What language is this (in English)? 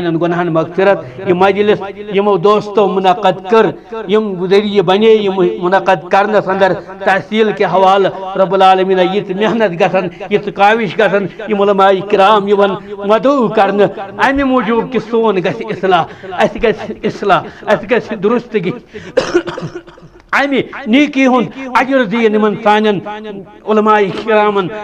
Kashmiri